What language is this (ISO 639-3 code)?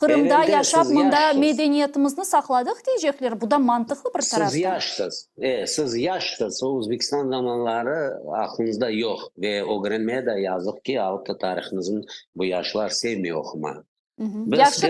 crh